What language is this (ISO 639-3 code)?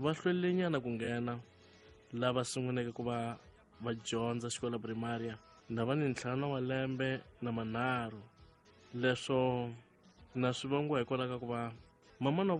tso